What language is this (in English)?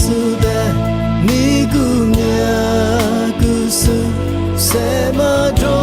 Lisu